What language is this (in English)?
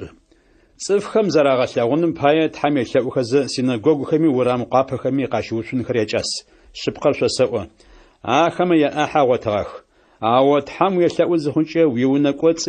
Adyghe